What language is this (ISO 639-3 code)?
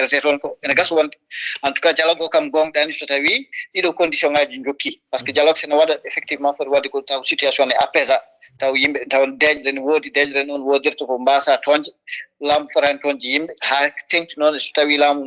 ful